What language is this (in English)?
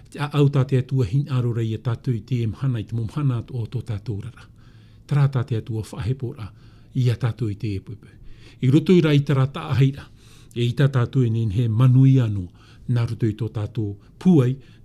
Tahitian